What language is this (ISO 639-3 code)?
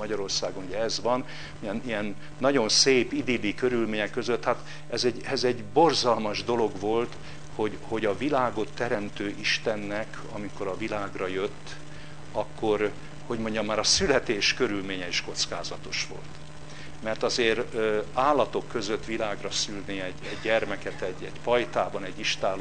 hun